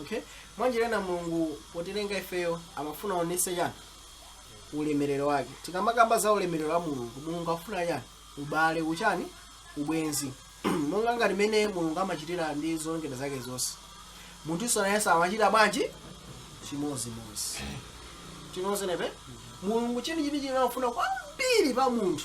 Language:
Nyanja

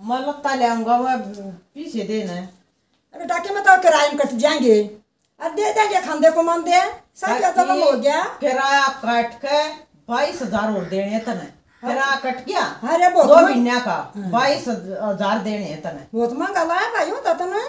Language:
Haryanvi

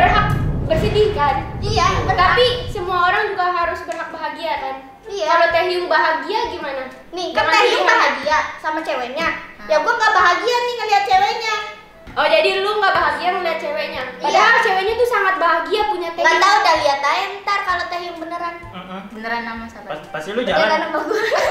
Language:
Indonesian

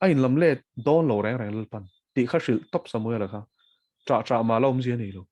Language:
Mizo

